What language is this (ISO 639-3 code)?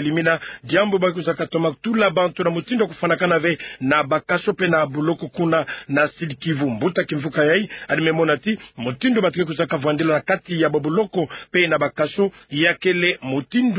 ktu